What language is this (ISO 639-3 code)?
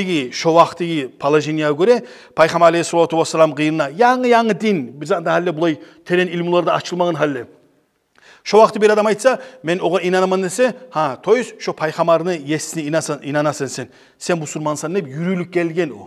kum